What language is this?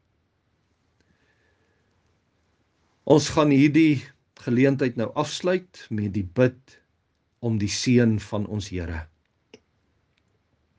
Afrikaans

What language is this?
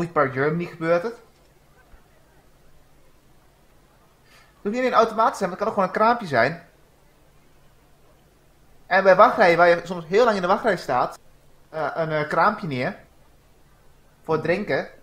Dutch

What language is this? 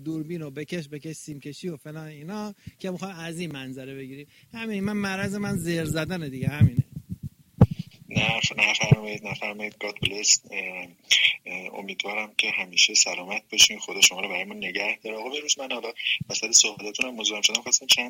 Persian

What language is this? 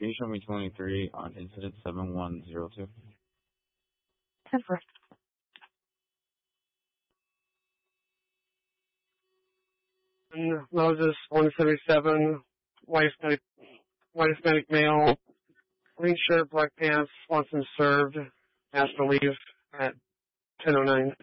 English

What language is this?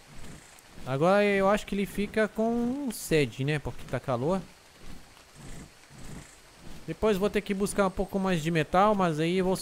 Portuguese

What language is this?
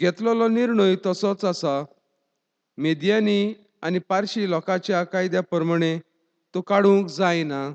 Konkani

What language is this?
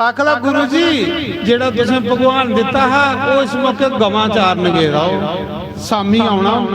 Dogri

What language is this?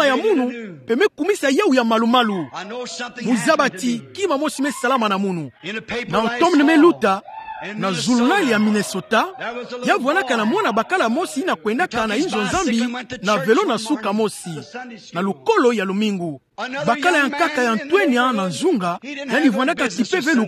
Kituba (Democratic Republic of Congo)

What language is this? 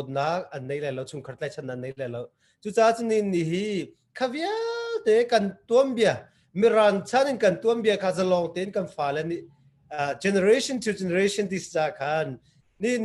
Hakha Chin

